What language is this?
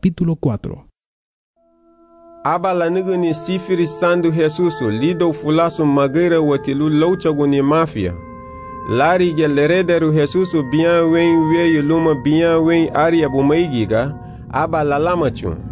Garifuna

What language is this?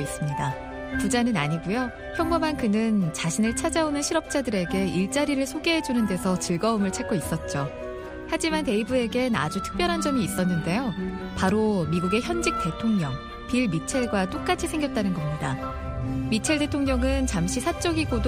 Korean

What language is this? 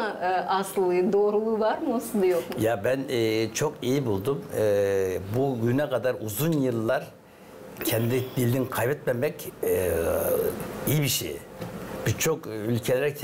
Gagauz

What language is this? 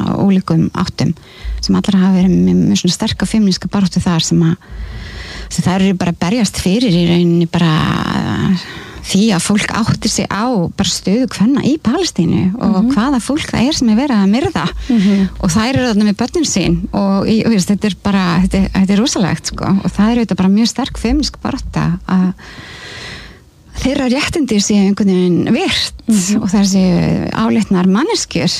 Icelandic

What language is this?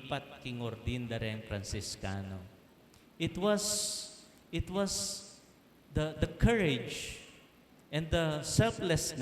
Pampanga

